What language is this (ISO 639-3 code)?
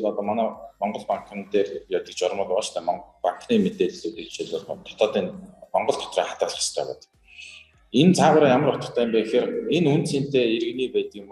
mon